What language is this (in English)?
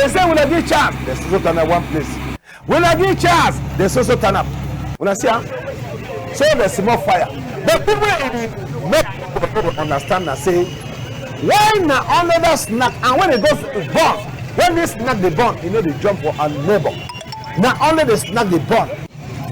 Cameroon Pidgin